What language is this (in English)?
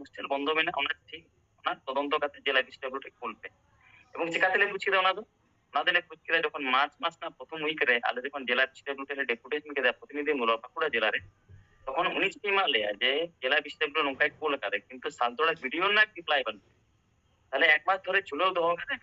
Santali